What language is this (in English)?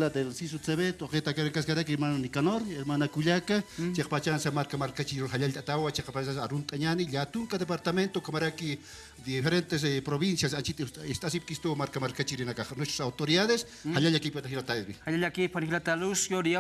Aymara